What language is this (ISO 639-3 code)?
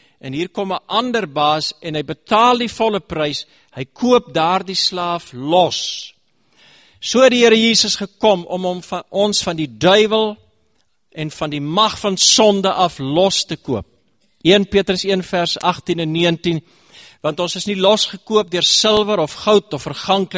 afr